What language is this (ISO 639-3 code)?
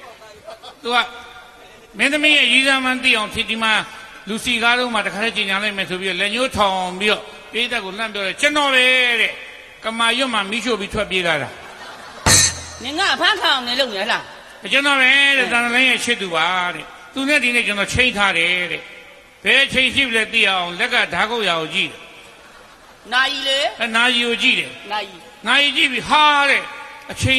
mya